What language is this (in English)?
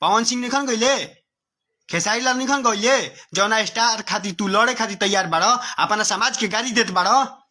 Bhojpuri